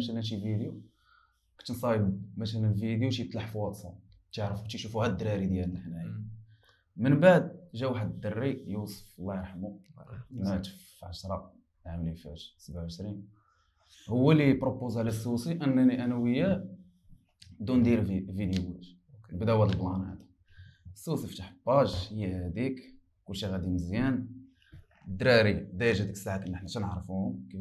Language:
Moroccan Arabic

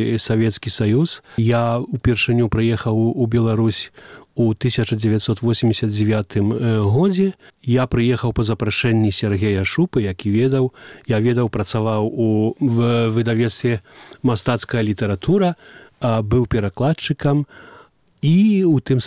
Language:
Belarusian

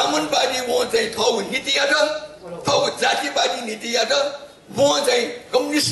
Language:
Newari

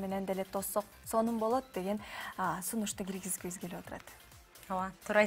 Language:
Kyrgyz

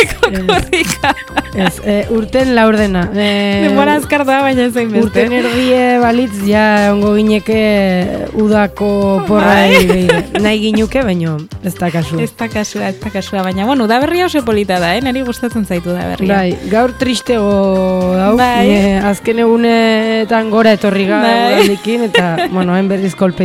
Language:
Basque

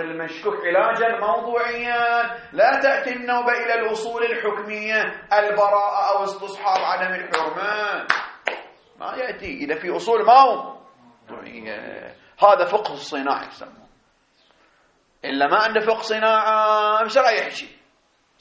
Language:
Arabic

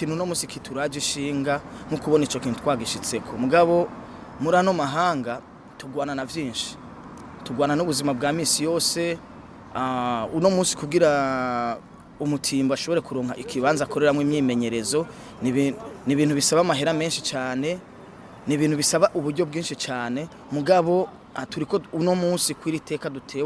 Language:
Rundi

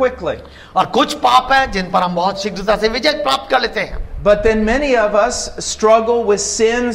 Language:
Hindi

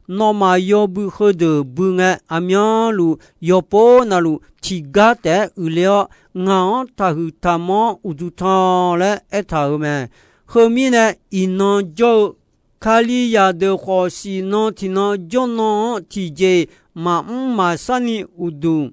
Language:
Akha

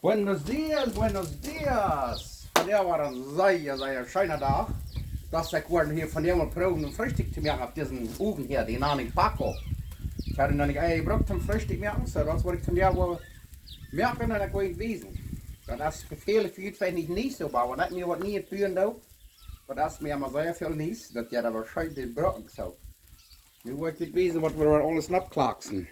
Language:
Plautdietsch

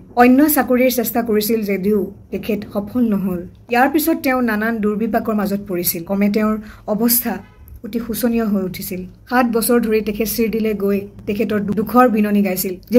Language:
Assamese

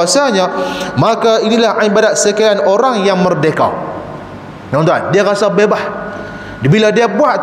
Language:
Malay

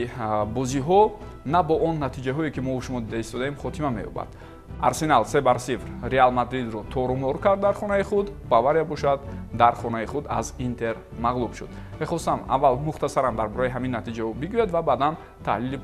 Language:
Tajik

